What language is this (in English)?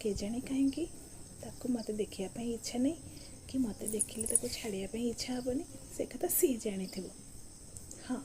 Odia